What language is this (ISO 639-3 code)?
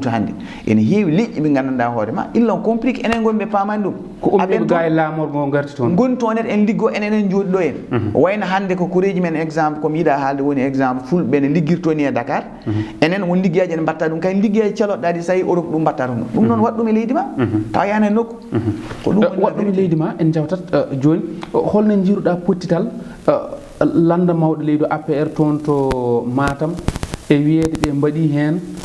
ful